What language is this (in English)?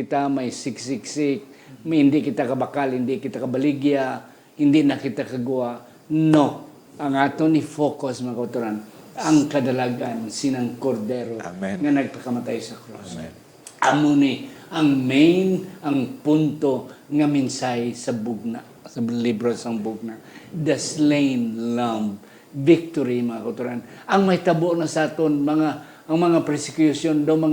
Hiligaynon